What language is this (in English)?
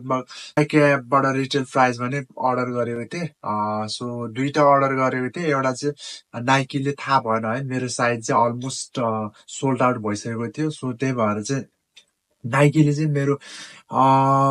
Nepali